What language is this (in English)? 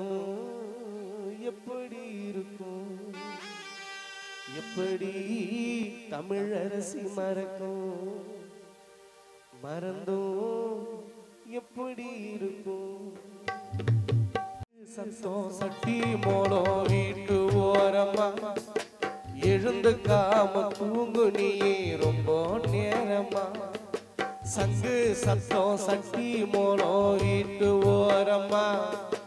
Tamil